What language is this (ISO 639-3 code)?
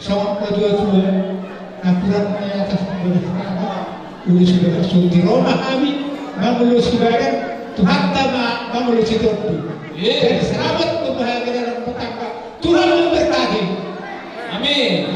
bbc